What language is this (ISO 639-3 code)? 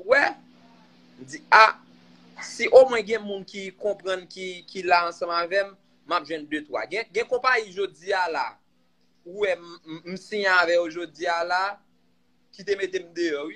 hat